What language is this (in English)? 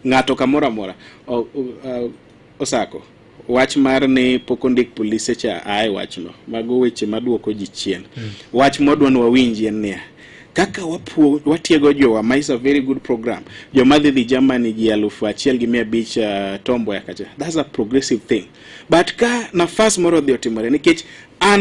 Luo (Kenya and Tanzania)